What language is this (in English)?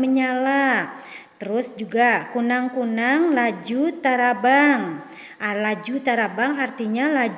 Banjar